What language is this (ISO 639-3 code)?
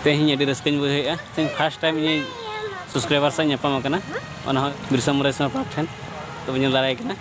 sat